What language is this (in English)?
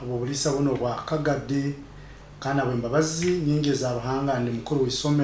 Nyoro